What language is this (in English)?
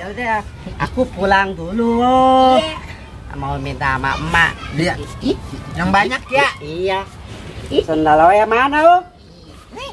Betawi